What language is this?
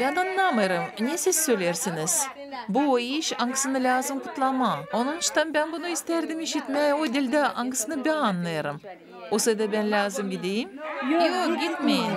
Gagauz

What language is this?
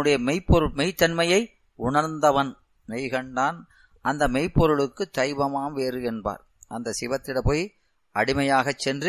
Tamil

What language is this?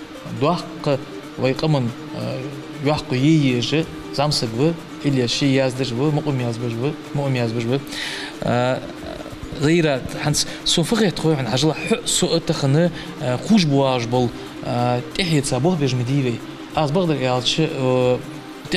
Ingush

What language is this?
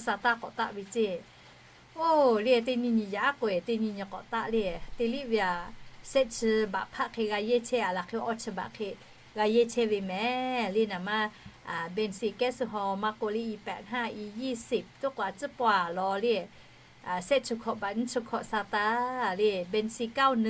Lahu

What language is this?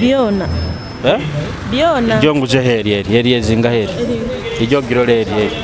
Nyoro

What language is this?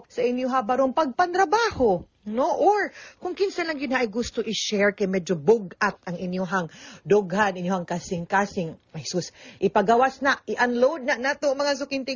Cebuano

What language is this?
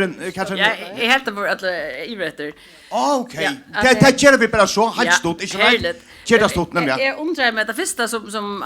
Faroese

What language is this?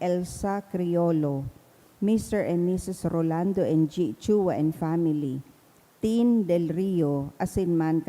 Bikol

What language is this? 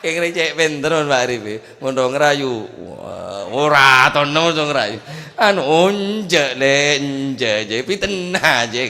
Madurese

